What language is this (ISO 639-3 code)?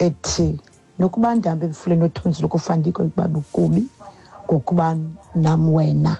xho